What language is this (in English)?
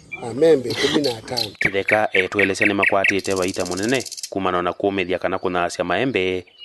Kamba